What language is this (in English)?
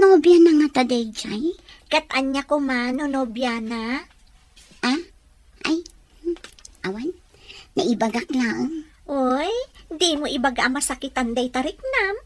Iloko